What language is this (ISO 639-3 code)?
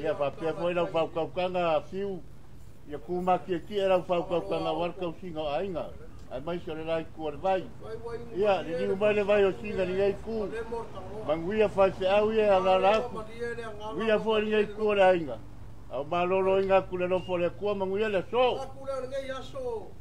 smo